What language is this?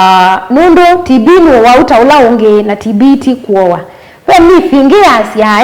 Kamba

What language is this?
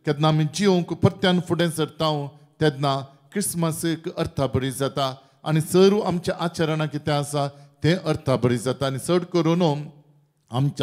Konkani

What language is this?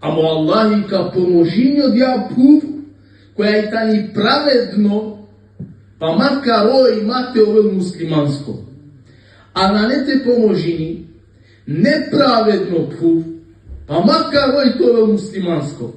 Balkan Romani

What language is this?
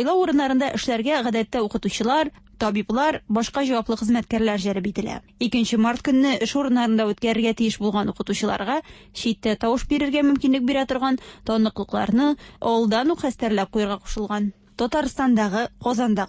Tatar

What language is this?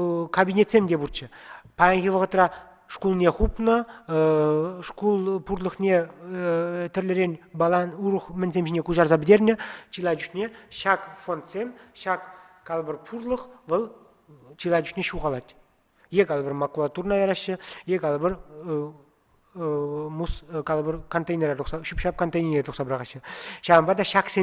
Chuvash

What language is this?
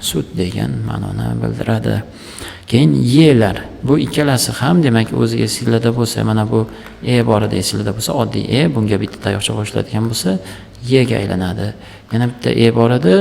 Uzbek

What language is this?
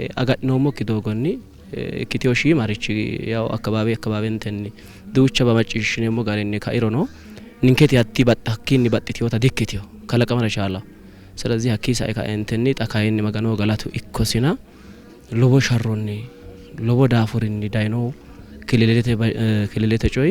Sidamo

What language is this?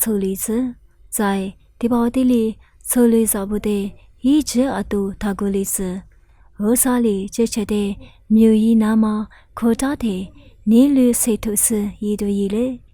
Lisu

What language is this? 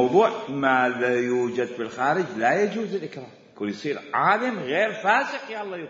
Mesopotamian Arabic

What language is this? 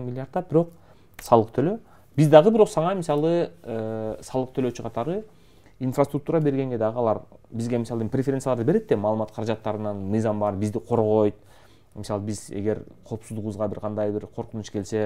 Kyrgyz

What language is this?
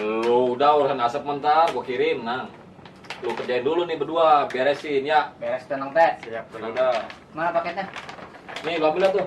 Betawi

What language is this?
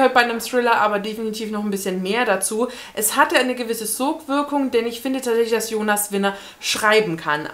German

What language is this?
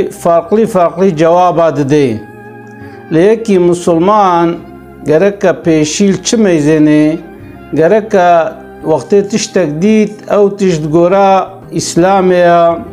Kurdish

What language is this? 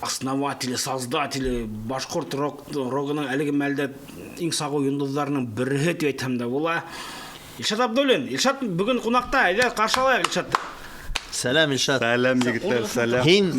Bashkir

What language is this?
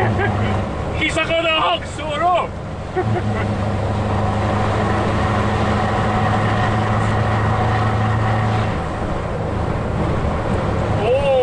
Hungarian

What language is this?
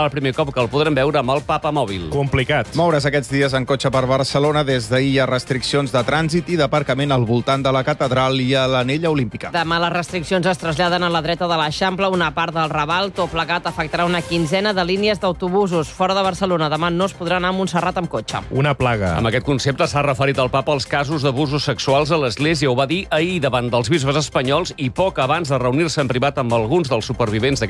Catalan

